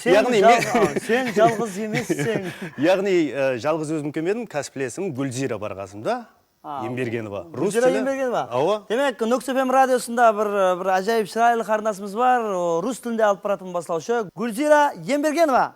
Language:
Kara-Kalpak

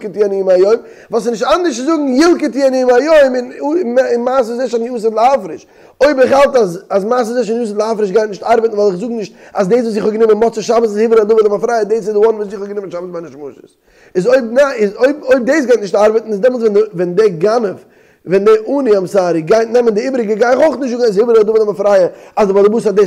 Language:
Yiddish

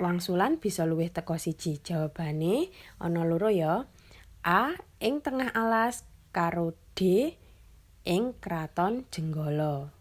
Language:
Javanese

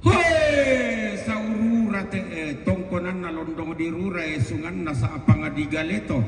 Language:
Toraja-Sa'dan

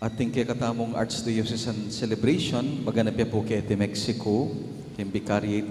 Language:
Pampanga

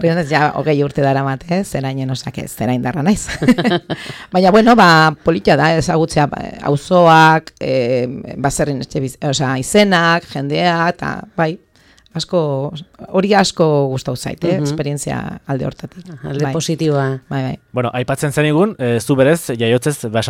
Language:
Basque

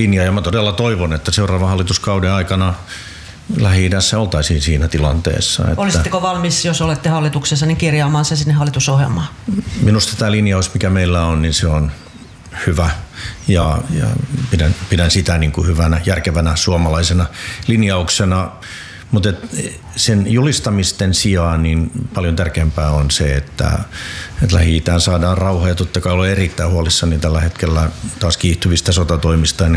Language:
Finnish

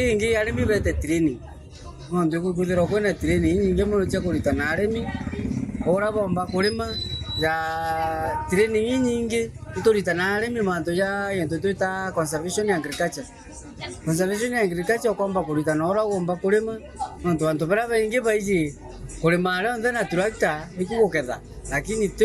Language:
Meru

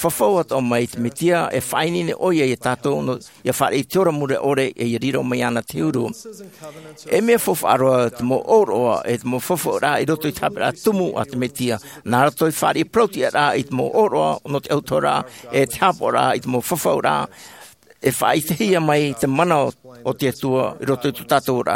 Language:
Tahitian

